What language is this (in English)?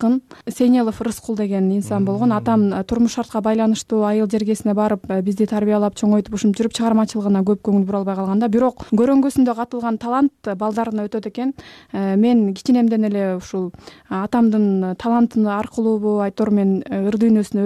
Kyrgyz